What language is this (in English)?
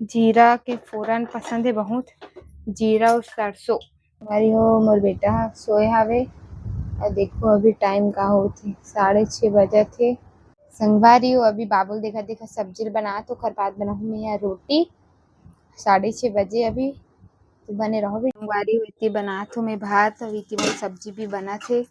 Chhattisgarhi